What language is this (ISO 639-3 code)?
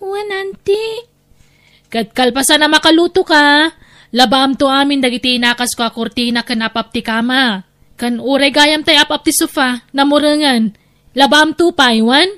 ilo